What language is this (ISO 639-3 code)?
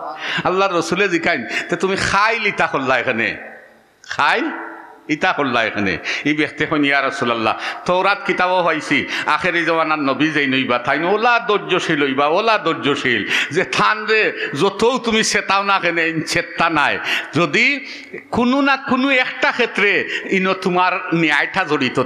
syl